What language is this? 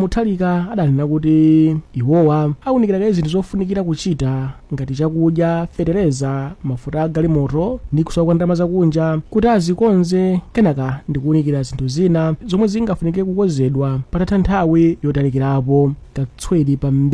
Nyanja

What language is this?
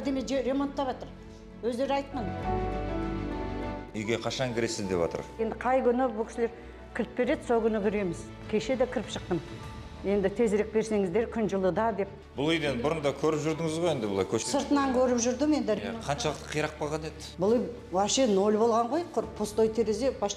Kazakh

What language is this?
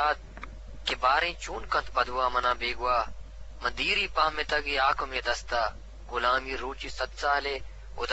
Eastern Balochi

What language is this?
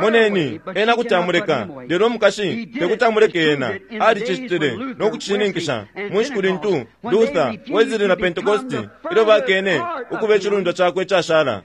Bemba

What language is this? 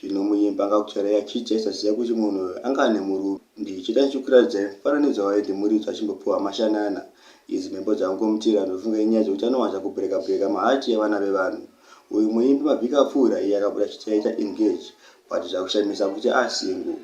Shona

